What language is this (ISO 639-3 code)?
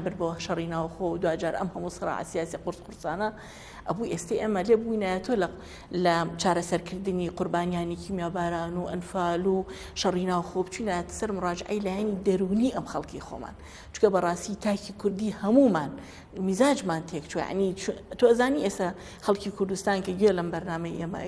ckb